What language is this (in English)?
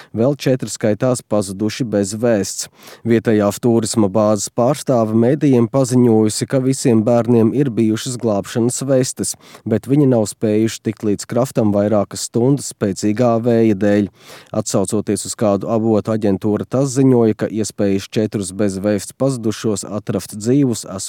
Latvian